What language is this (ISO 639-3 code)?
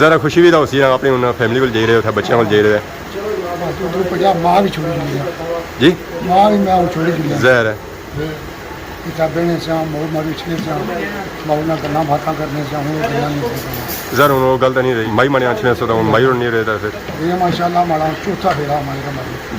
phr